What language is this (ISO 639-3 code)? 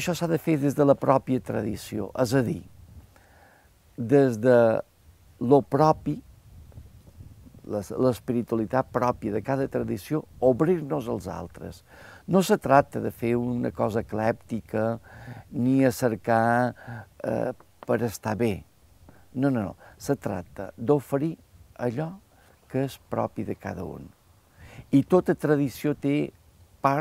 cat